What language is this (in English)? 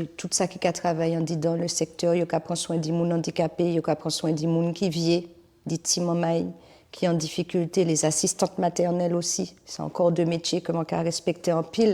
Guadeloupean Creole French